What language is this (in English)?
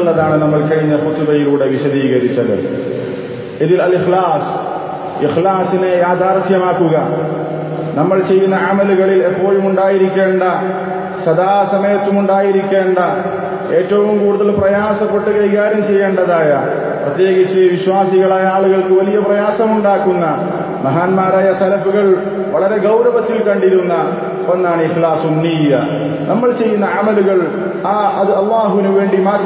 Malayalam